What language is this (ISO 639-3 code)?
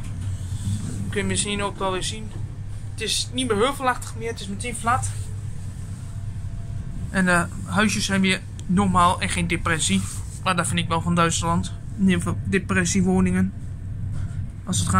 nld